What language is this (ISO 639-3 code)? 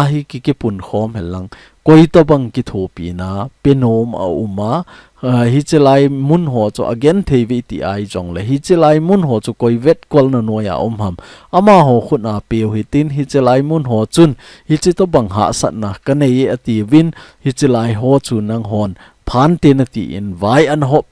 tcz